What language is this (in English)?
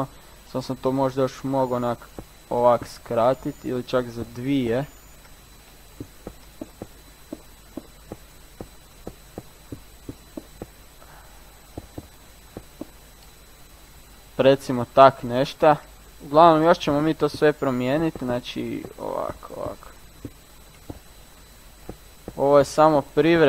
Croatian